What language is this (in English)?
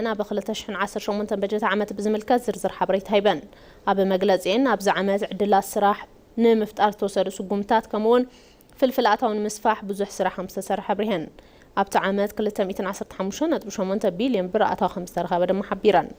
Tigrinya